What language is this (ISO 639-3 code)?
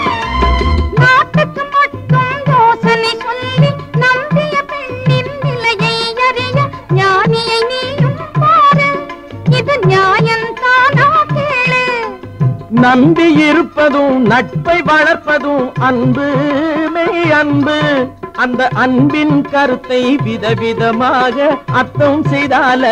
tam